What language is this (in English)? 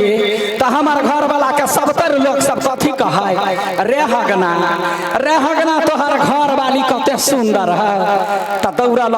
Maithili